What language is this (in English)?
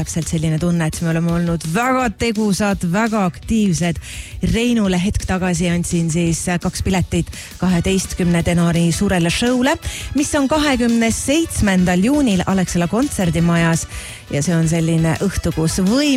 Estonian